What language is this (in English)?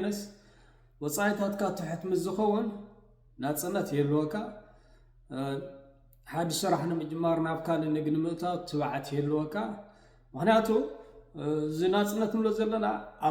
Tigrinya